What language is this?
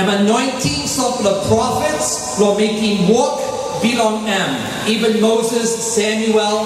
Tok Pisin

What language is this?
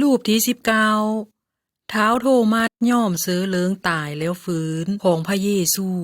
Lao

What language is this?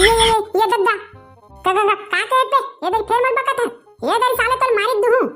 Chhattisgarhi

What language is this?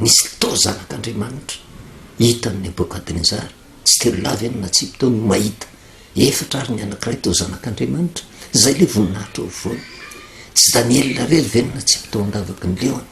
Malagasy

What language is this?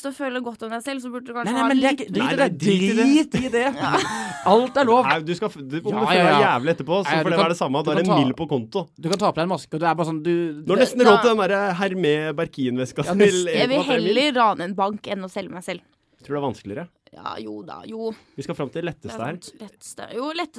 Norwegian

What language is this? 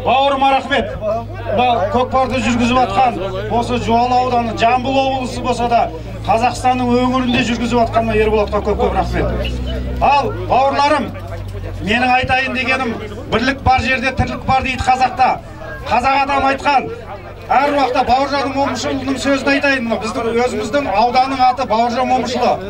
Kazakh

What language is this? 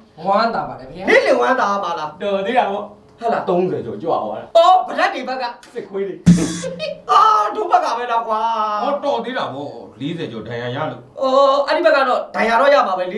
Burmese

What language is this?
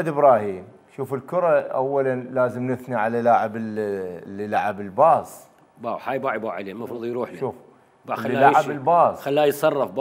Mesopotamian Arabic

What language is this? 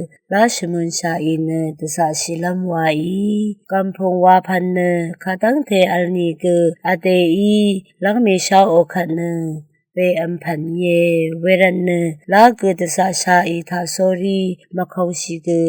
Rawang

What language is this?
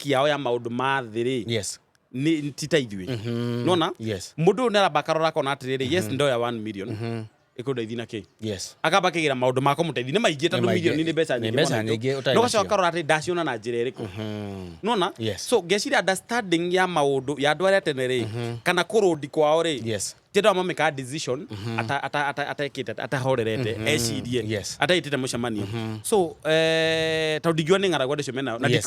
Kikuyu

